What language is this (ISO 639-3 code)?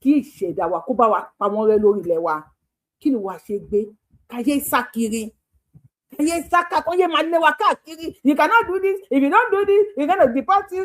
yor